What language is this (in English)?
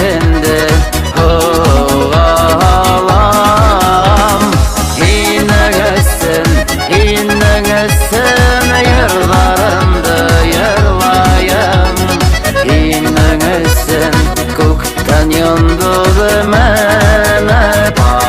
Bashkir